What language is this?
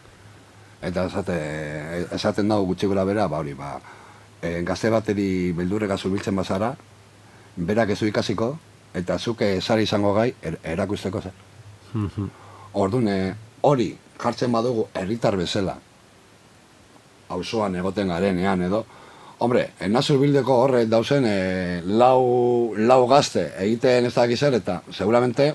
Basque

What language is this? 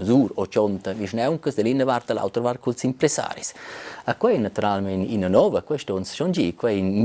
Romansh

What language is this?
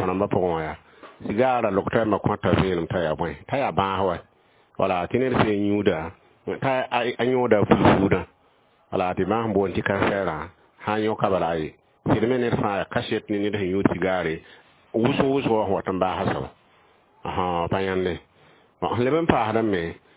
Mossi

